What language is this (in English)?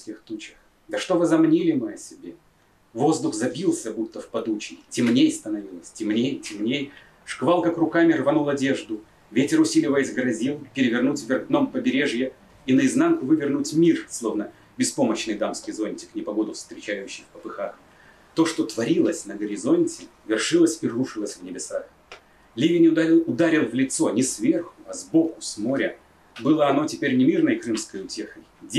Russian